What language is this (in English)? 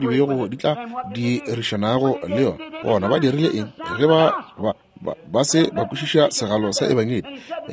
Northern Sotho